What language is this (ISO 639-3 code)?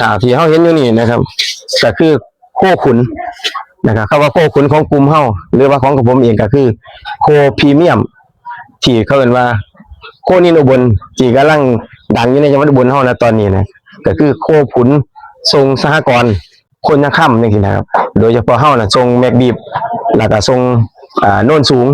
tts